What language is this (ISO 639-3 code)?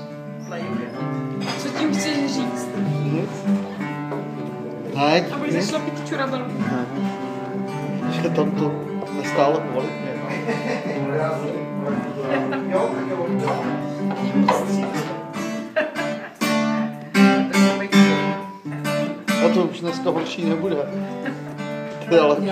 ces